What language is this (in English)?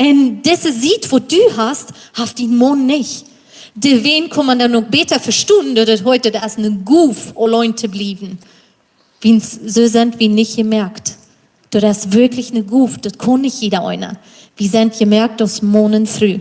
Plautdietsch